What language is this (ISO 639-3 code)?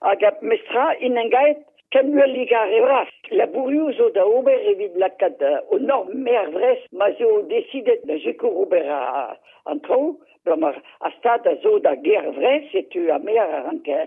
bre